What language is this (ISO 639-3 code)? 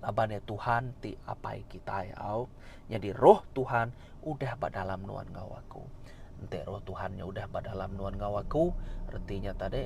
iba